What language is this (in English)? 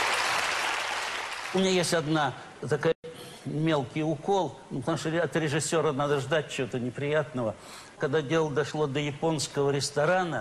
Russian